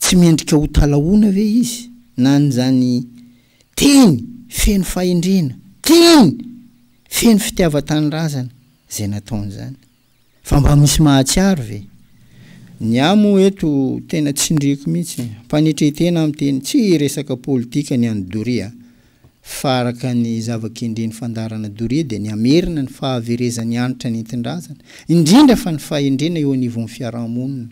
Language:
Malagasy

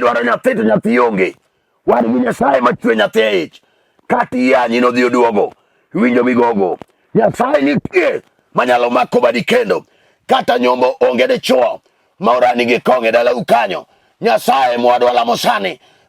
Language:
Luo (Kenya and Tanzania)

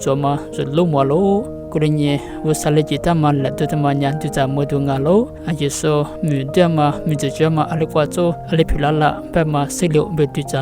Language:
Lisu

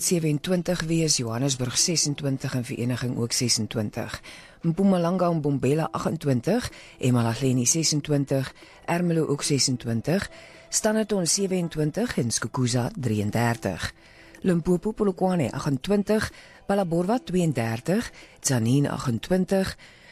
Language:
Afrikaans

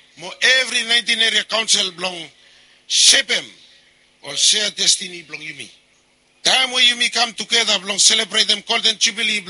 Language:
Bislama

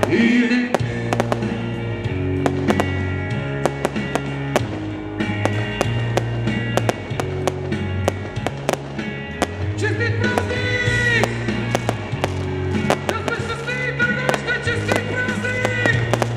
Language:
Bulgarian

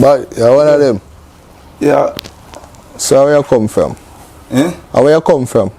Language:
Jamaican Creole English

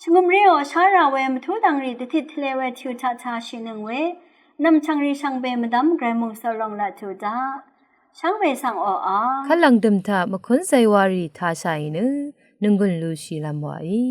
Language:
Rawang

